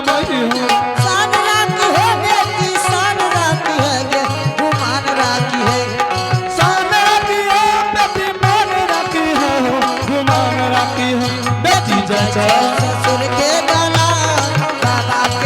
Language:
Angika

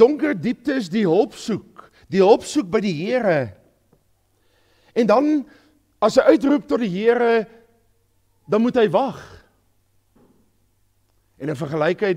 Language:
Afrikaans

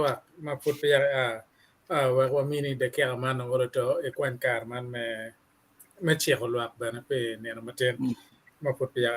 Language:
Acoli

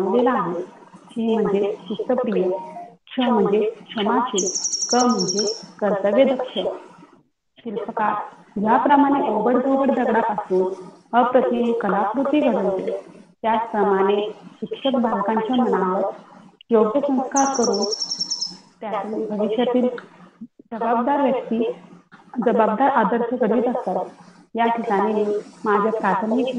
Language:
Marathi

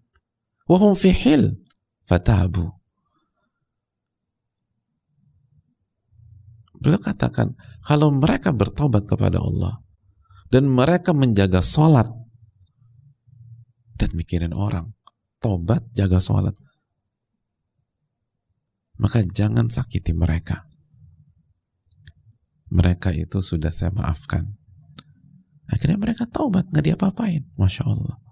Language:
Indonesian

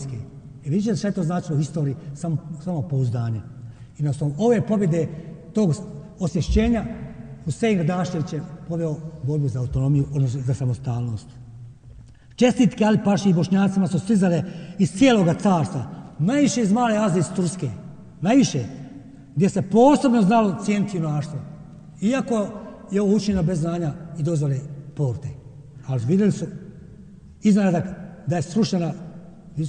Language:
Bosnian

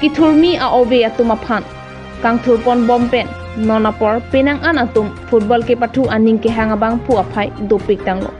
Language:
Karbi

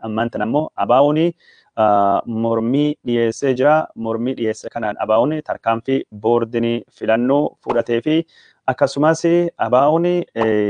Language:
Oromo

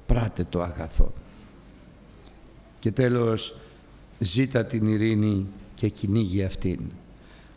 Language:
Greek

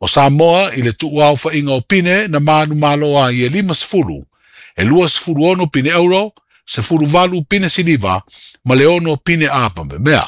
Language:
Samoan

